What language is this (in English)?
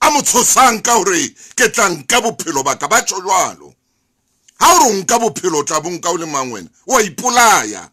Southern Sotho